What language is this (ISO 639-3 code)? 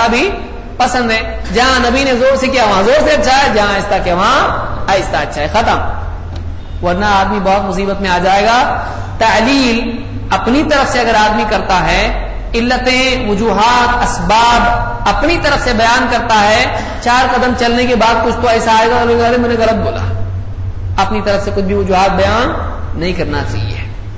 urd